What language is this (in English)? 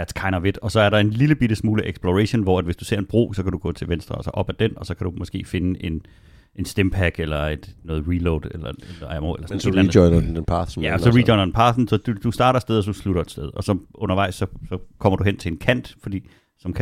Danish